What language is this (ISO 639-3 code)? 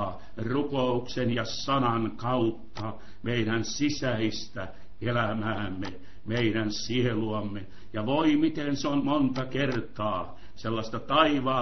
fin